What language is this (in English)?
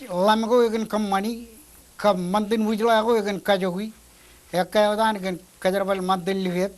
Marshallese